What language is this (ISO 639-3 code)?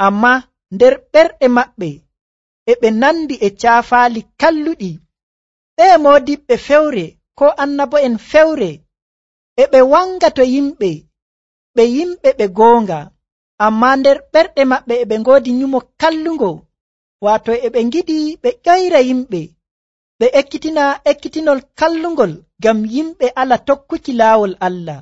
fuv